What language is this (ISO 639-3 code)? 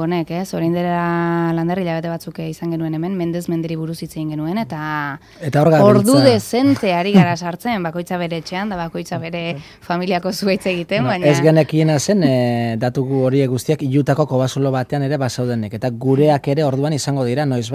eus